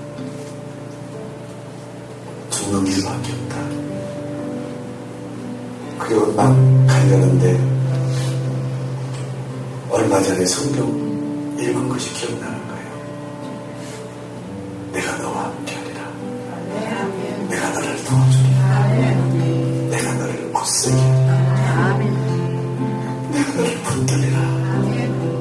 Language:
Korean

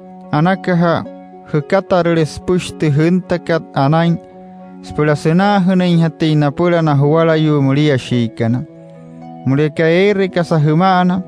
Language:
Wayuu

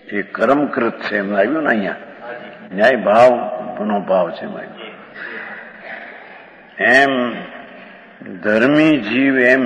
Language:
Gujarati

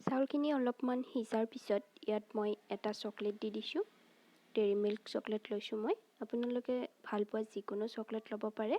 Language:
Assamese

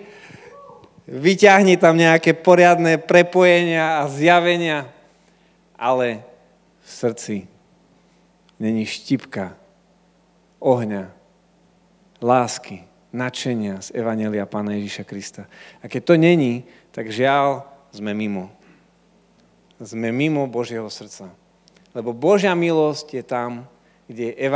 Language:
Slovak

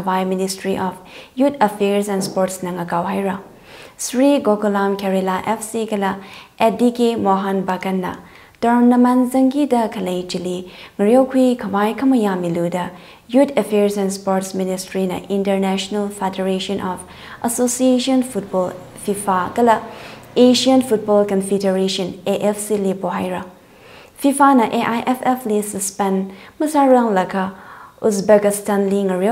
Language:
Tangkhul Naga (India)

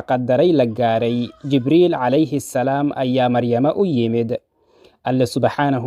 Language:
Somali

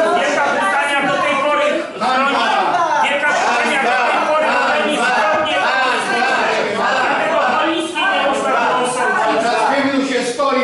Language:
Polish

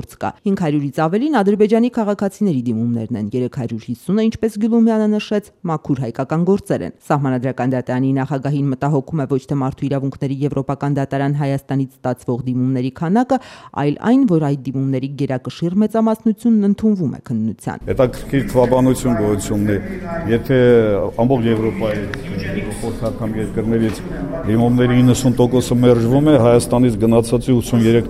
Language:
Armenian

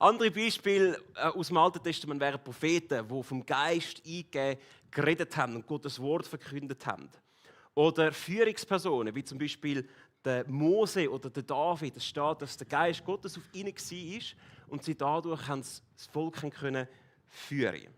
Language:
Swiss German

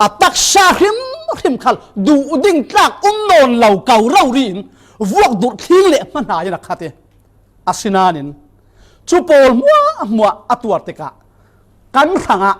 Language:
Falam Chin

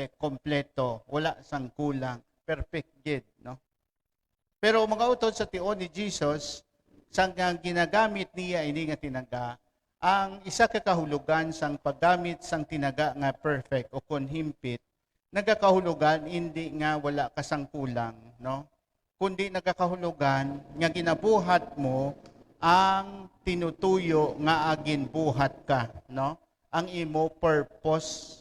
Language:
Hiligaynon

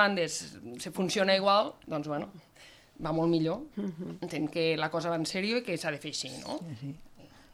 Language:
Catalan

